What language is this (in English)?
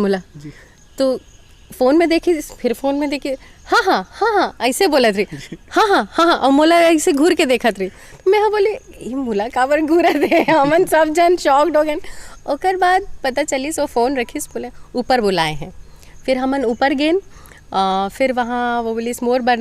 Chhattisgarhi